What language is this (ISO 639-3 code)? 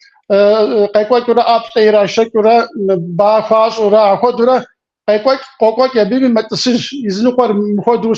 kbd